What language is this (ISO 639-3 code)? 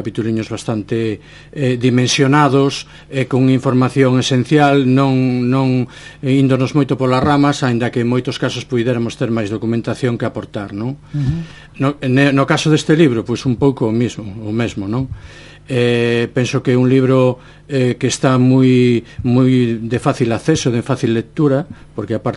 glg